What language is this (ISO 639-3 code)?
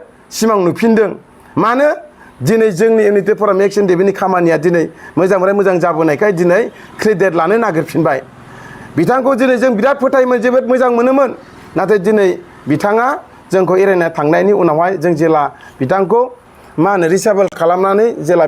brx